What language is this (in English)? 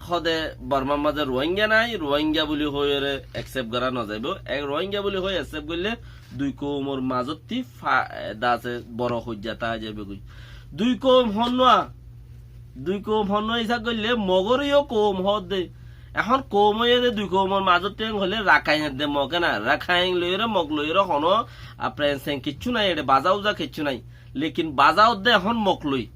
Rohingya